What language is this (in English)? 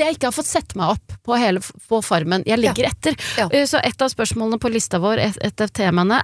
Norwegian